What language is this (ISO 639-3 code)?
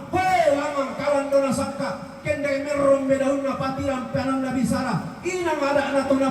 sda